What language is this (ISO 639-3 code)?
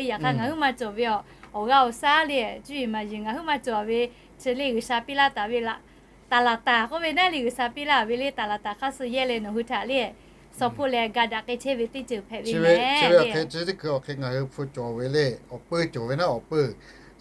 lhu